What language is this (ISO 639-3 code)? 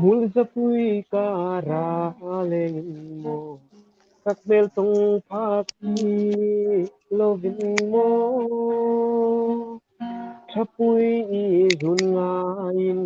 hmr